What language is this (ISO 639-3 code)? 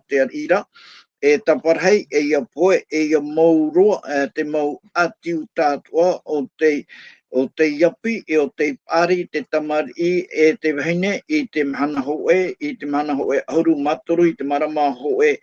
tah